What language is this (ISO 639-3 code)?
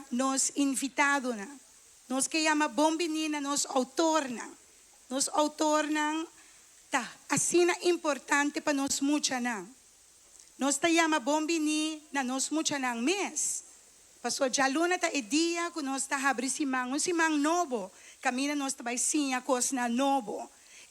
pap